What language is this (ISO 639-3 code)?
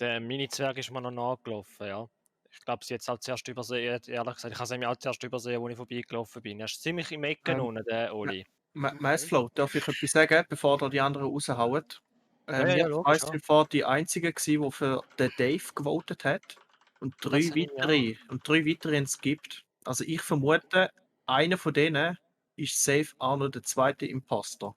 gsw